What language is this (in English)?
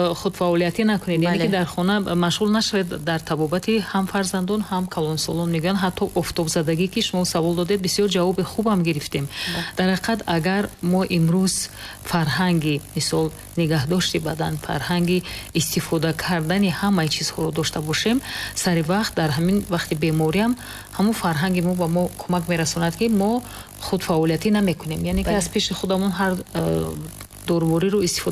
Tajik